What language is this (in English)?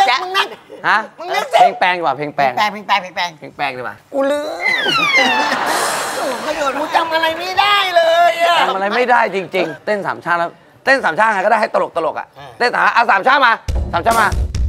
Thai